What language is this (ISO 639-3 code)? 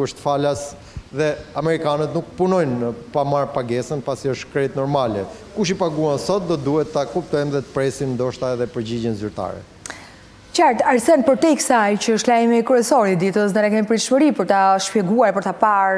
sqi